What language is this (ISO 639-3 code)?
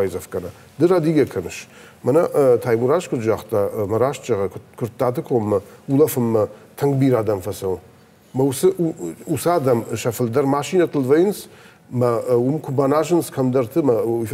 oss